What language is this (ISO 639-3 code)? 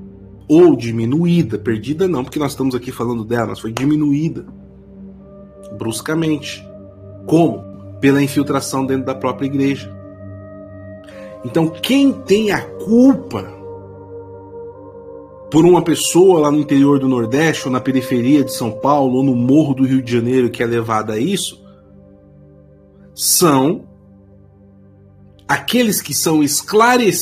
por